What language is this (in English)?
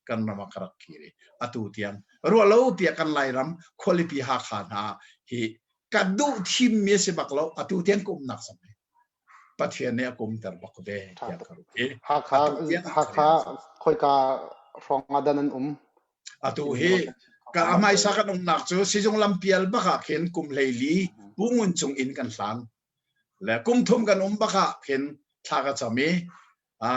Hakha Chin